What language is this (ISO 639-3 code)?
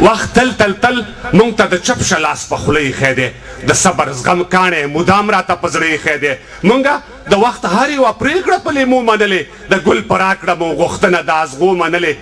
pus